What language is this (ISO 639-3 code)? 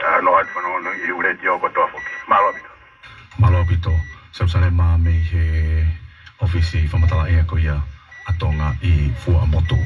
ton